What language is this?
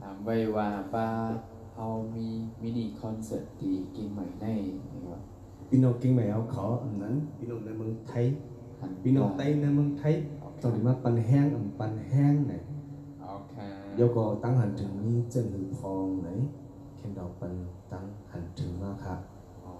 Shan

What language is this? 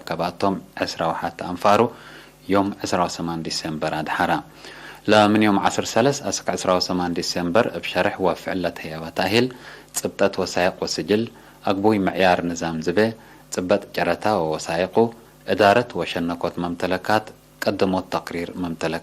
Tigre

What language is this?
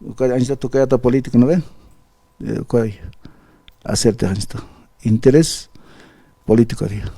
Aymara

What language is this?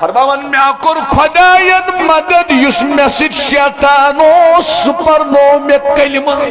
Kashmiri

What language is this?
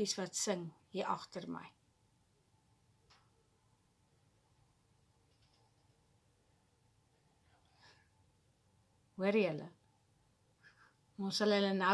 Afrikaans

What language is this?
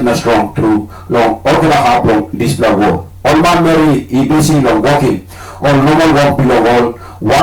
Tok Pisin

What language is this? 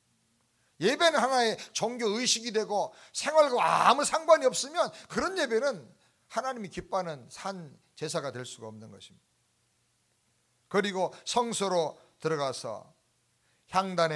Korean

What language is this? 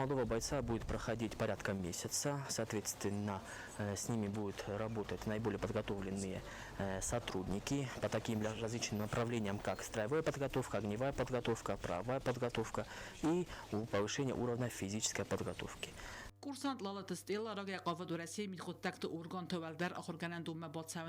Ossetic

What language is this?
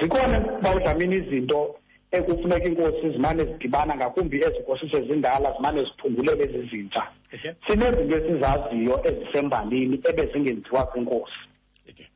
Xhosa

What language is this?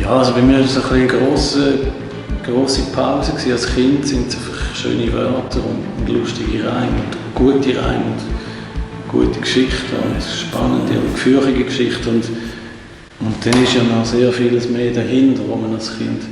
Swiss German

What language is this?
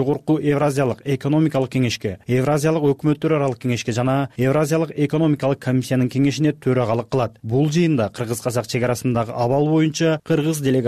Kyrgyz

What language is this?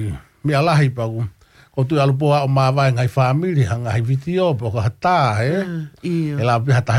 Tongan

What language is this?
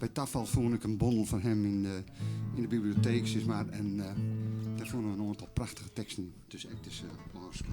Western Frisian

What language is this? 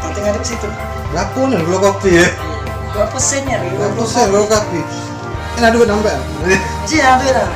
Musi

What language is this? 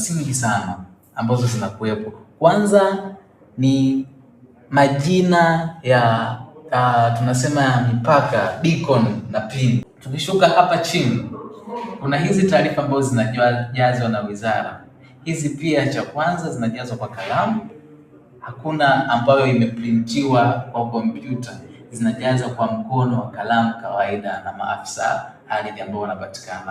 Swahili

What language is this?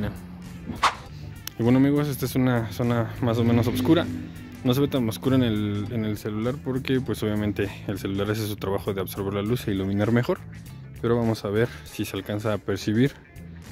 Spanish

